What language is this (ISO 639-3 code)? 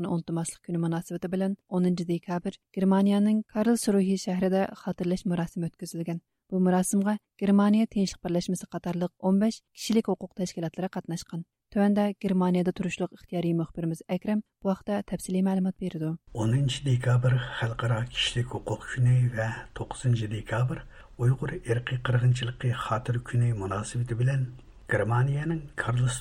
uig